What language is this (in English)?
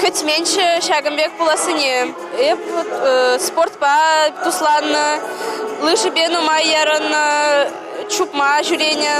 Chuvash